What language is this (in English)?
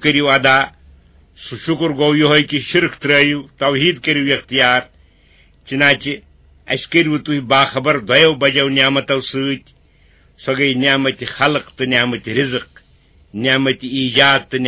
Kashmiri